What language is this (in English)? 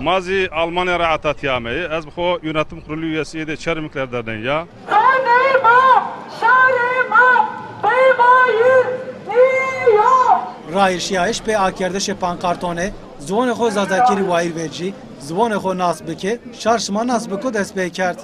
Zaza